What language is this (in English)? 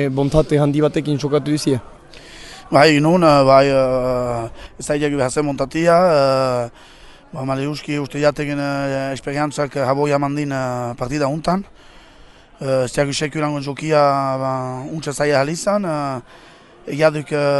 Basque